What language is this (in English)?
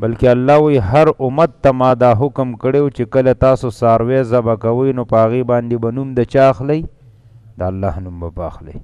Pashto